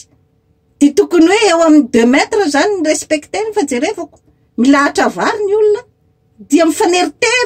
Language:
Malagasy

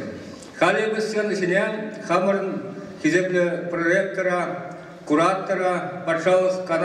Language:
Chuvash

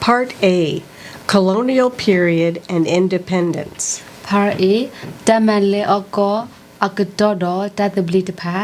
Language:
S'gaw Karen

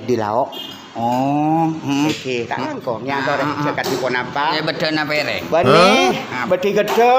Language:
Madurese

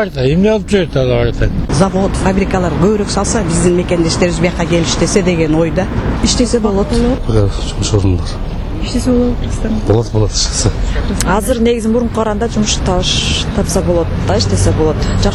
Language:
Kyrgyz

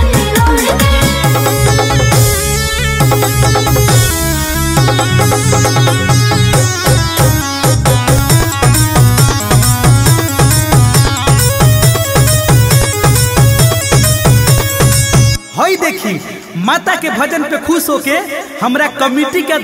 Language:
Bhojpuri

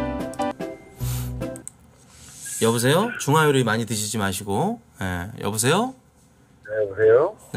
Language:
Korean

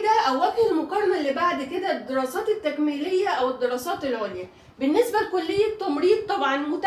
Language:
Egyptian Arabic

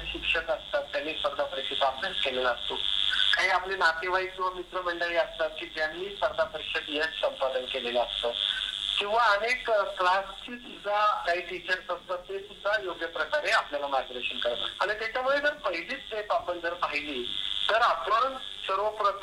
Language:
Marathi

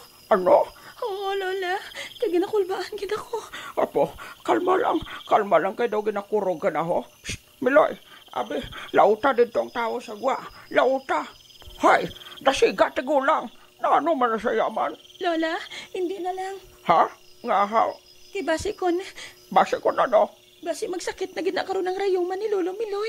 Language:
Hiligaynon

